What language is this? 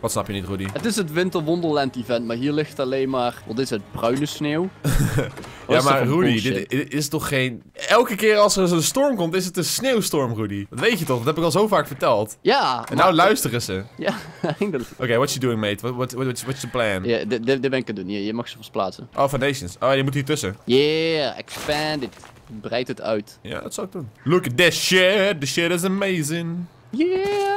Dutch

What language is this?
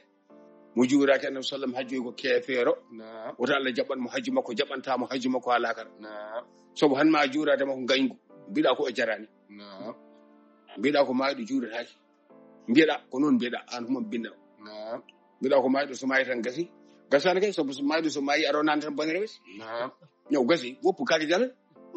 Fula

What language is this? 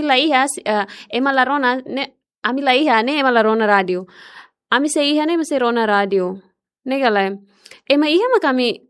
Tetum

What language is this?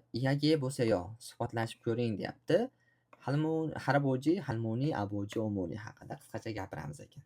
Uzbek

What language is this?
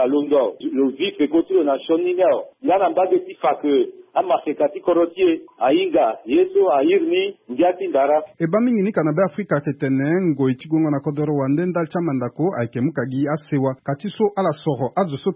Sango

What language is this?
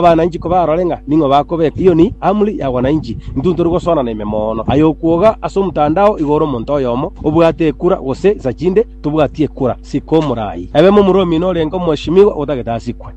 Gusii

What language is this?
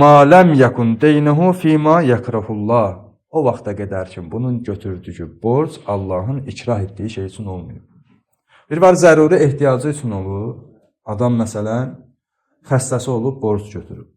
Azerbaijani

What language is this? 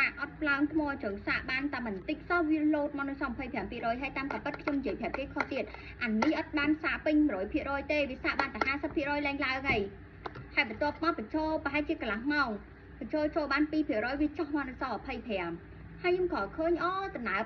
Khmer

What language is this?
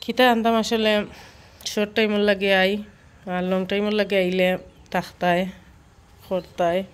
Sylheti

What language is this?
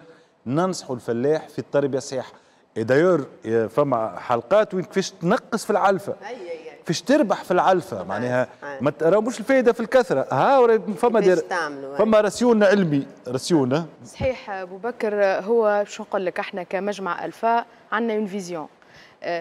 Tunisian Arabic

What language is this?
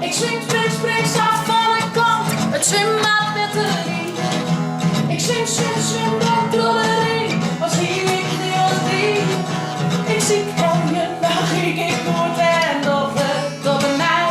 Western Frisian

